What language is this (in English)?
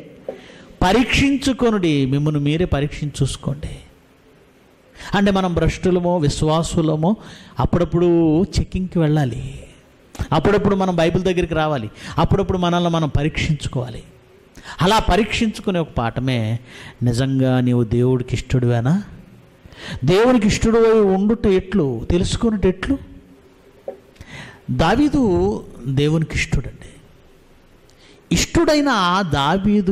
Telugu